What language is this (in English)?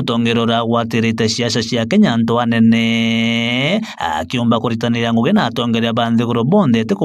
Meru